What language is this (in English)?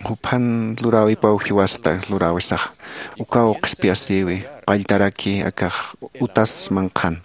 Aymara